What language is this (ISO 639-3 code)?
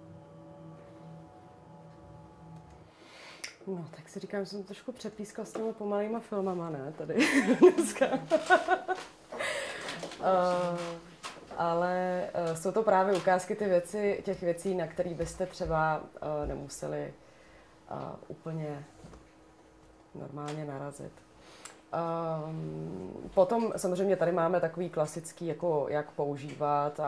ces